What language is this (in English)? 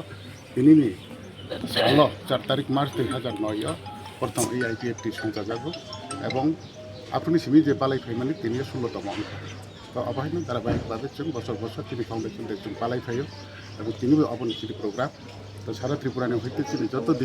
Kok Borok